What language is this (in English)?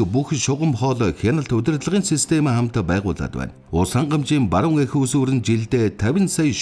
Mongolian